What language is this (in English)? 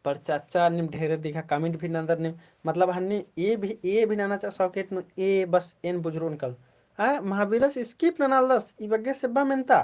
Kurukh